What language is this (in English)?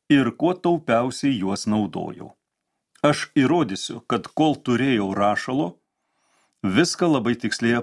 Lithuanian